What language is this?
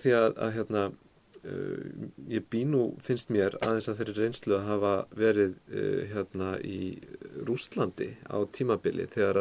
Icelandic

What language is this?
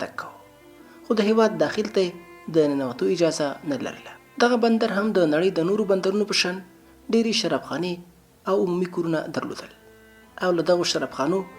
Pashto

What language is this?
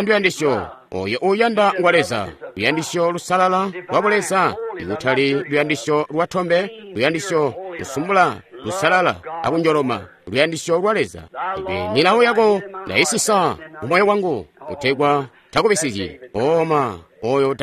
Tonga (Zambia)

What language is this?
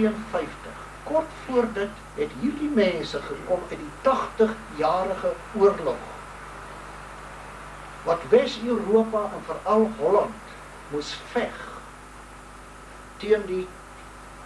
Afrikaans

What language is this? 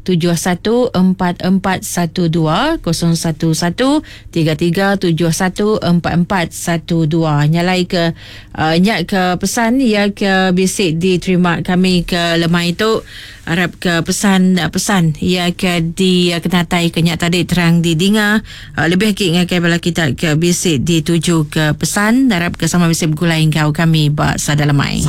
Iban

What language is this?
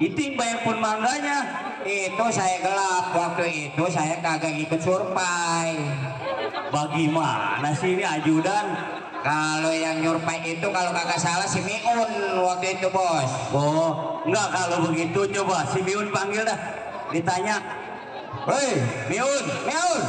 Betawi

